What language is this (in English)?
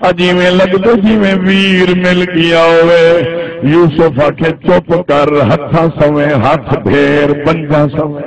Saraiki